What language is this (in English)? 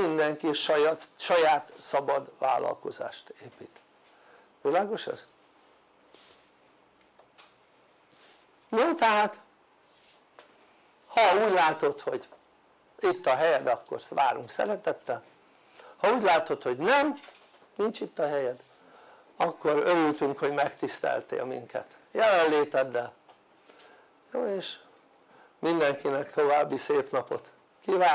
Hungarian